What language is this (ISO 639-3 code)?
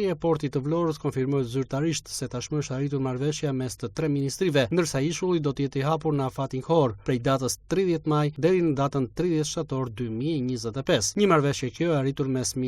sqi